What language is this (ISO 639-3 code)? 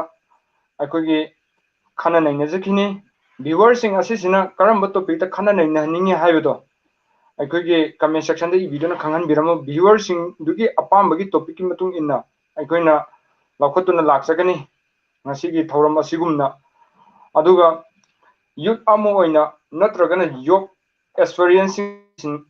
mni